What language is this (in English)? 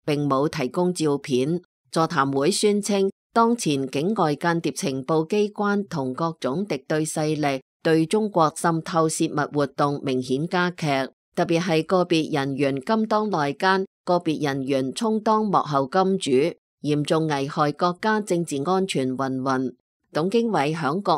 Cantonese